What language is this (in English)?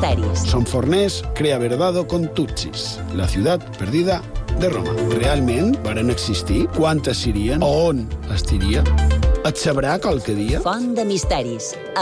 Catalan